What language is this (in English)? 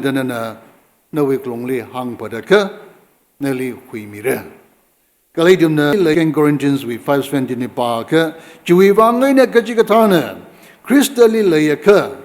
Tangkhul Naga (India)